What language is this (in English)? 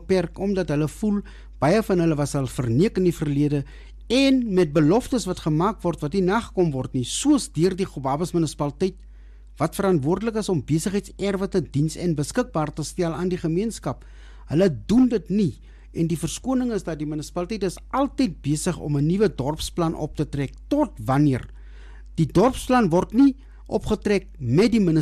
Afrikaans